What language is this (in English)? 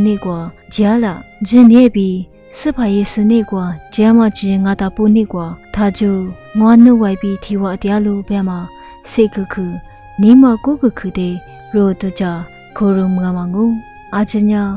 Lisu